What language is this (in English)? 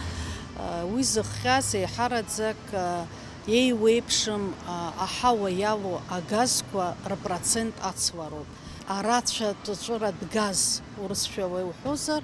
Abkhazian